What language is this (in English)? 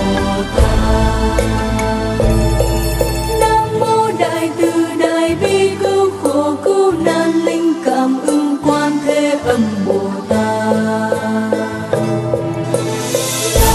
Vietnamese